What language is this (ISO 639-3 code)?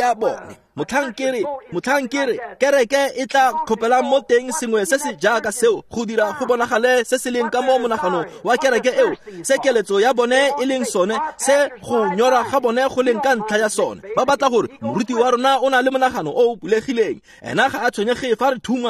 tsn